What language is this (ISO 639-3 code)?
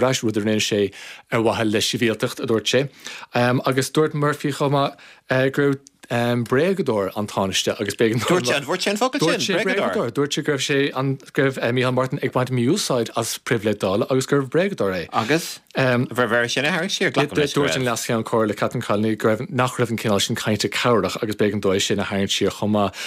gle